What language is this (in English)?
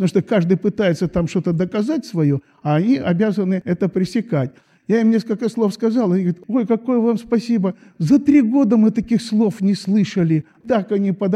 Russian